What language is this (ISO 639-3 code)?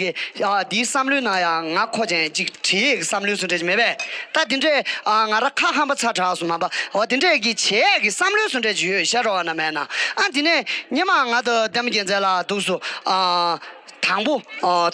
bod